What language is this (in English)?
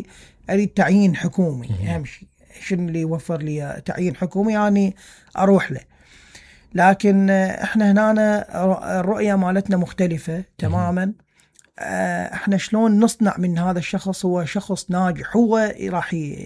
Mesopotamian Arabic